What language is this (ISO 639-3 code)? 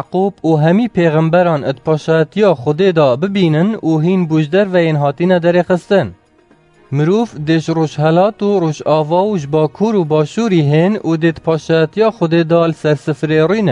kur